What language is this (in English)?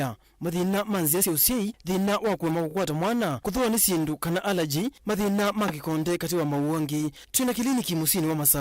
Kamba